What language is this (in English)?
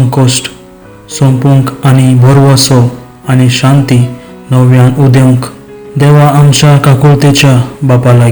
Konkani